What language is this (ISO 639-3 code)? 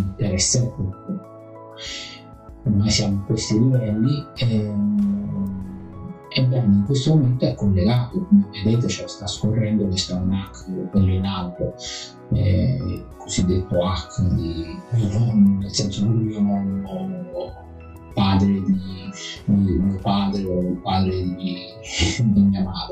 ita